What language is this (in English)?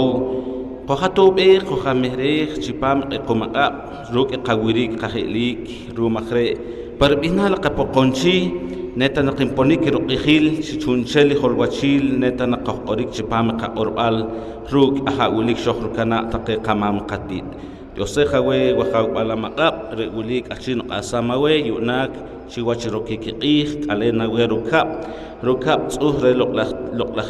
Poqomchi'